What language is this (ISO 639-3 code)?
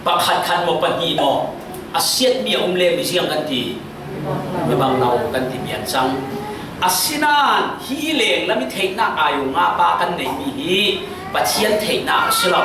cfm